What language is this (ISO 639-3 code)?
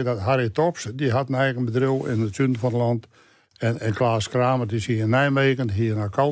fry